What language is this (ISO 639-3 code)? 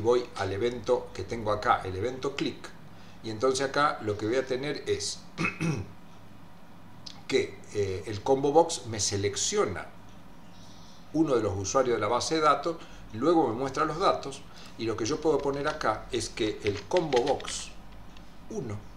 spa